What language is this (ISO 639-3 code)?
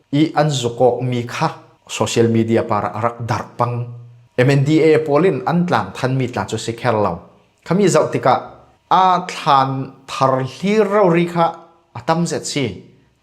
cfm